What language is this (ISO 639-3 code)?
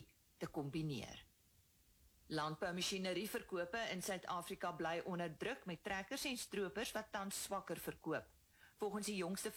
afr